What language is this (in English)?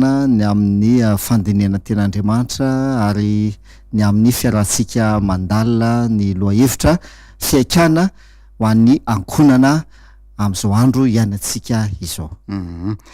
Malagasy